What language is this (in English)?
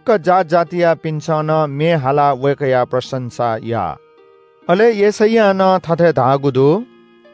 Newari